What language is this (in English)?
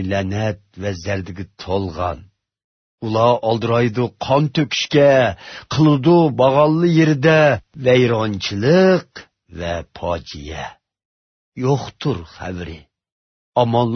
Uzbek